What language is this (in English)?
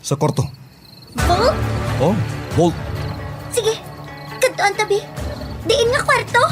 Hiligaynon